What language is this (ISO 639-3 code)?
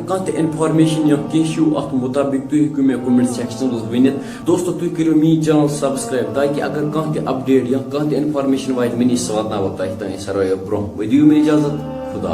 kas